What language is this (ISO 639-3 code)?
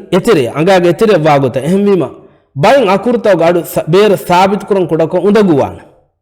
div